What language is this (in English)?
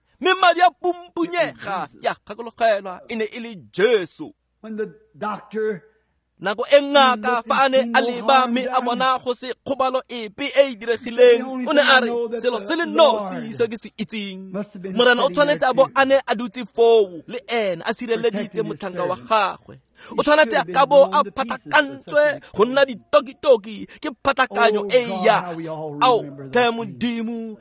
Tswana